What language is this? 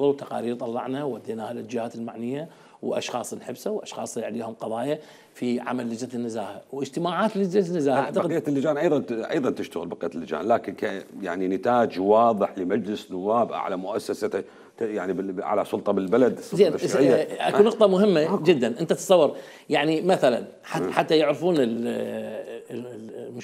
Mesopotamian Arabic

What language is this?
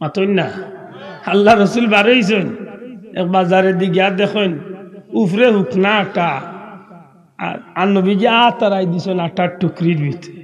Sylheti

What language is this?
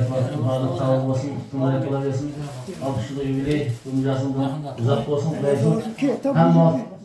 Kazakh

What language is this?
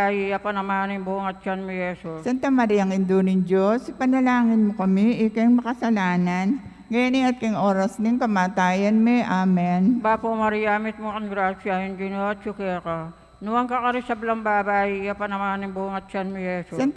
Pampanga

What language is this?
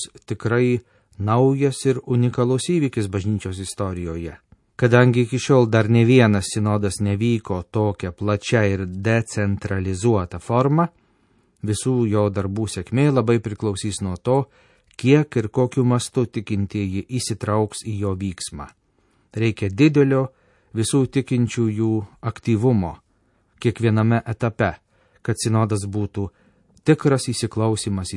Lithuanian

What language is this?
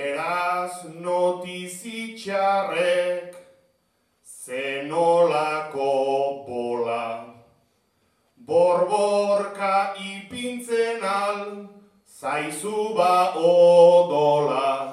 Basque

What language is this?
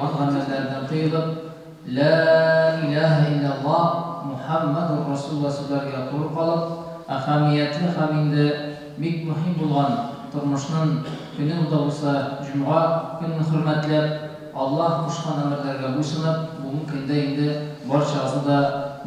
Tatar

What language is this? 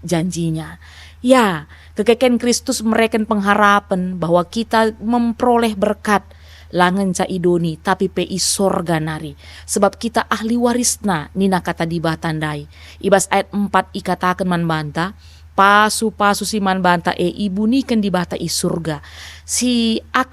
Batak Karo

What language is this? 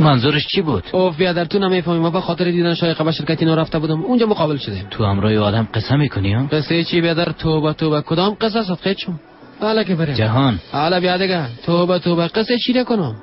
Persian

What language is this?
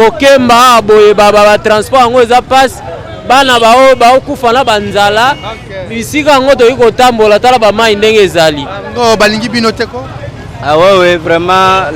Lingala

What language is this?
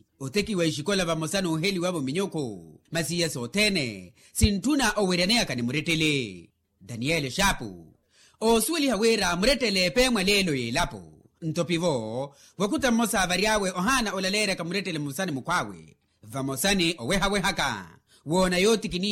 Makhuwa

